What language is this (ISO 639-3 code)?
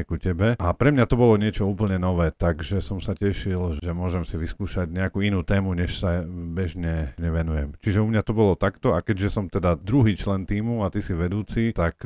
slk